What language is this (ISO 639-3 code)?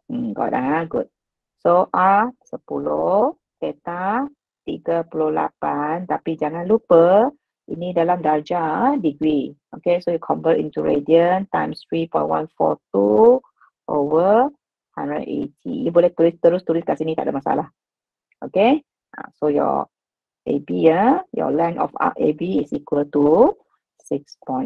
msa